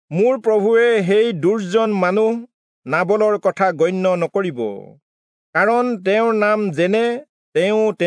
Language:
Assamese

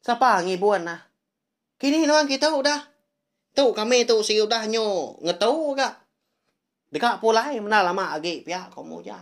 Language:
Iban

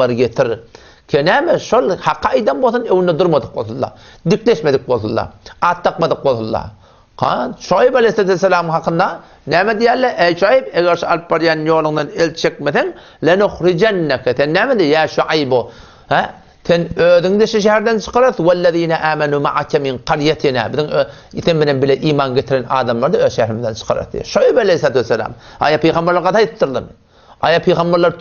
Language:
Turkmen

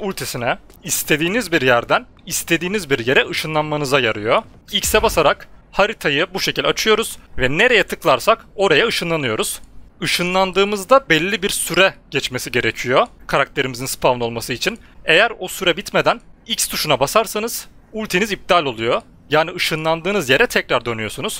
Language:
Turkish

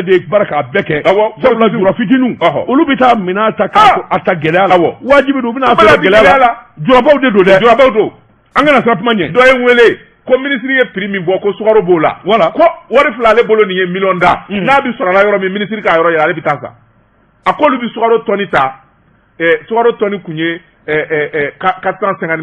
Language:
Bambara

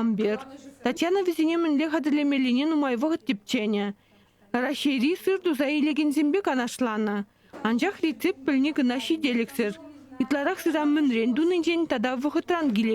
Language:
Chuvash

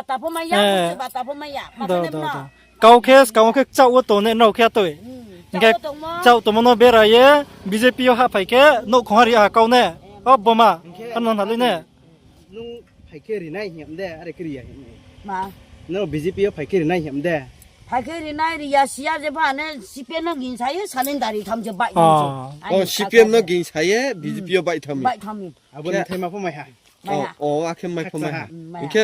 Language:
Riang (India)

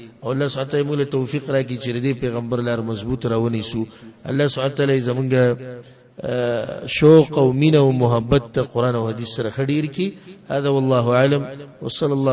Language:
Pashto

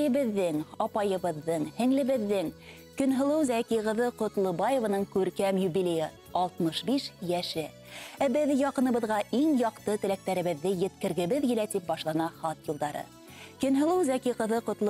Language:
Bashkir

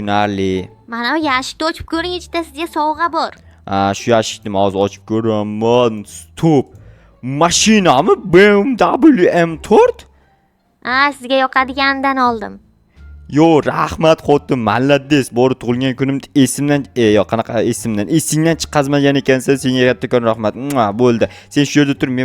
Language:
Uzbek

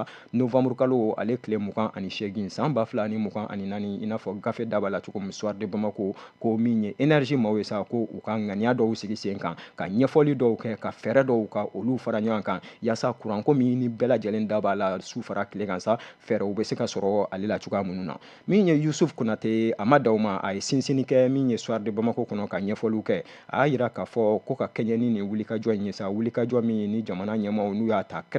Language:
Bambara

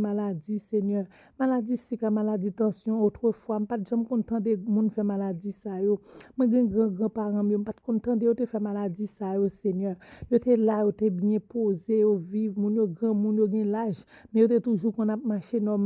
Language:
Haitian Creole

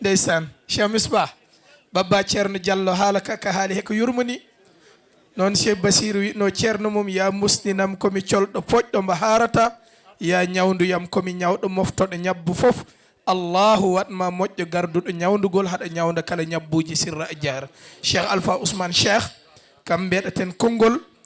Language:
Fula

